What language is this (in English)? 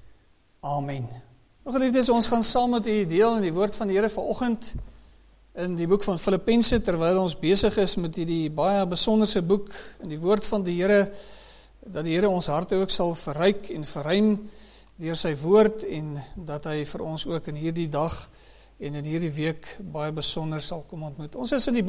Afrikaans